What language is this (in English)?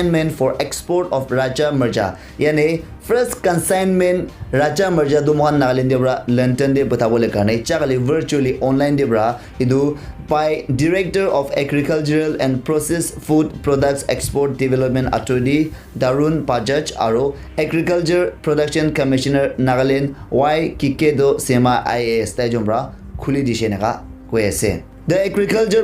Naga Pidgin